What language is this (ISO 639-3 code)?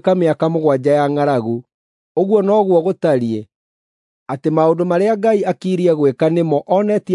kik